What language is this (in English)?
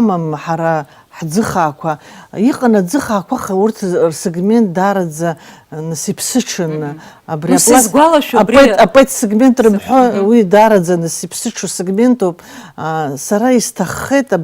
Abkhazian